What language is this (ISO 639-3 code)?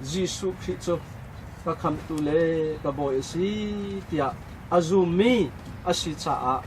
cnh